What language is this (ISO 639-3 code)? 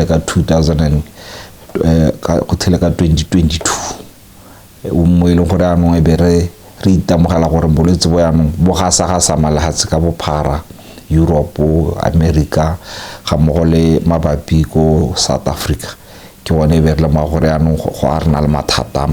tsn